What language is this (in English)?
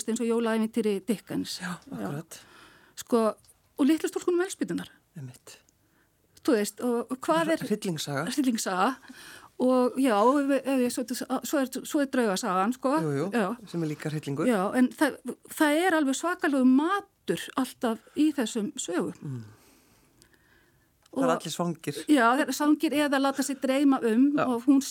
Icelandic